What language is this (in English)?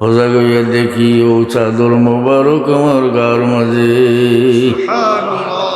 Sylheti